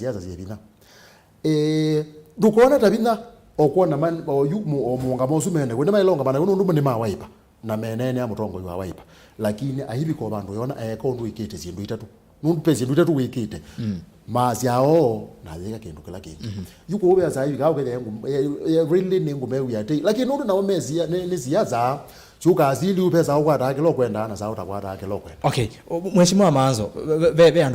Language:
Kamba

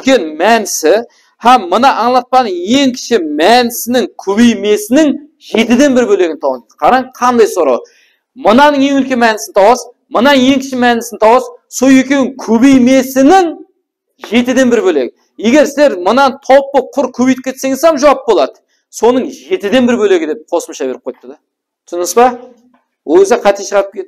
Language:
Kara-Kalpak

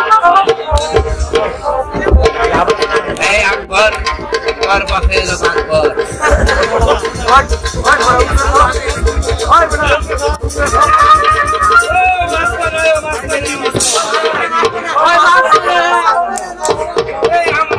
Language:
Bangla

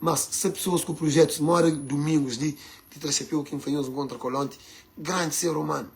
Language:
Kabuverdianu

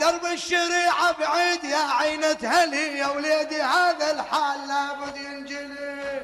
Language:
Mesopotamian Arabic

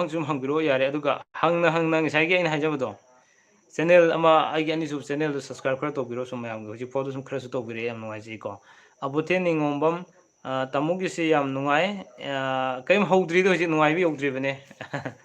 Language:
Manipuri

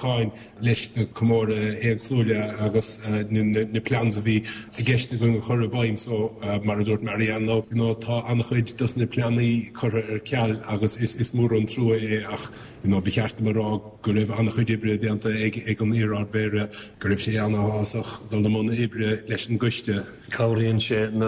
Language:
Irish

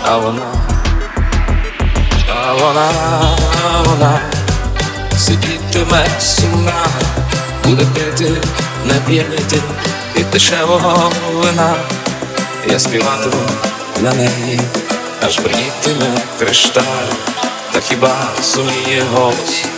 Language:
Ukrainian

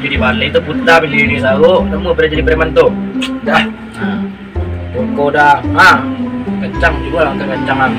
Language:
Minangkabau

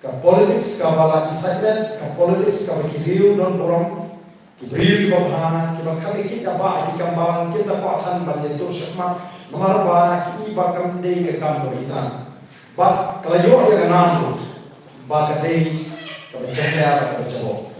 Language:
Khasi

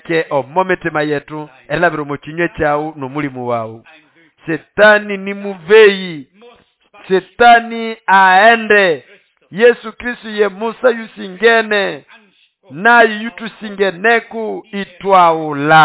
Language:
Nande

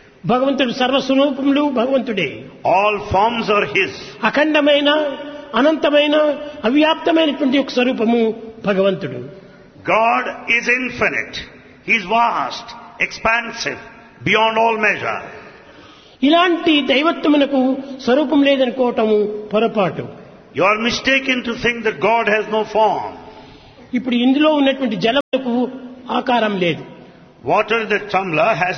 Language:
Telugu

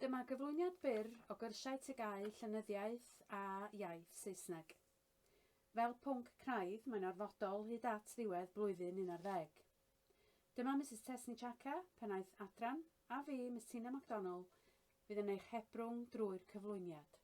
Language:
Welsh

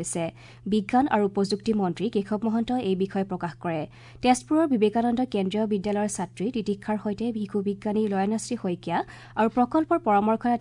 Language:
Assamese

